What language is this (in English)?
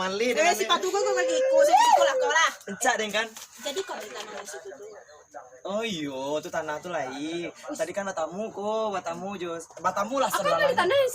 Minangkabau